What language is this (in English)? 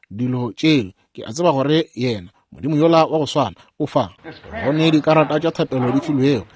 Northern Sotho